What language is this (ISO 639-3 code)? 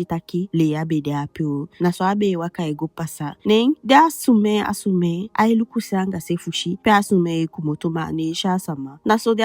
djk